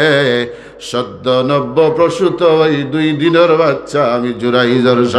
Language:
Sylheti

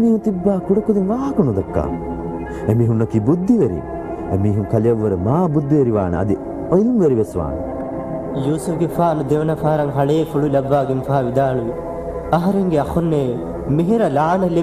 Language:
Divehi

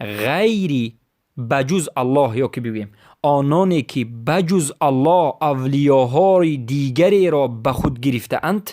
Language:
Persian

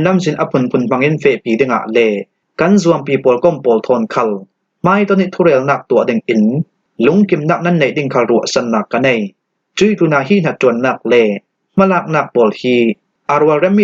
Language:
Falam Chin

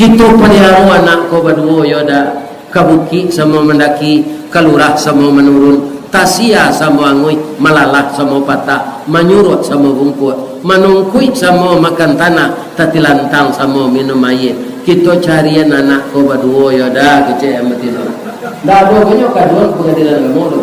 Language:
Minangkabau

